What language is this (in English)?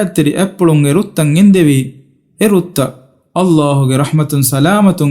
Divehi